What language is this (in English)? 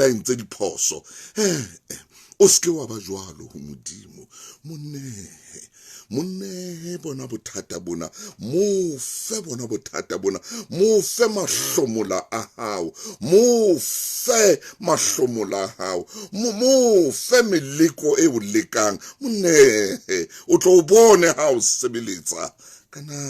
Southern Sotho